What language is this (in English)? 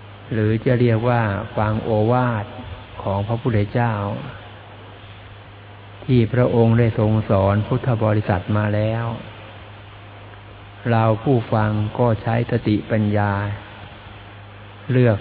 Thai